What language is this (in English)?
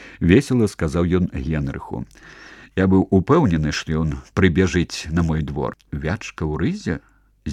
Belarusian